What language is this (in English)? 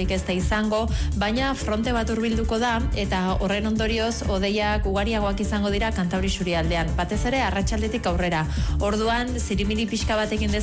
Basque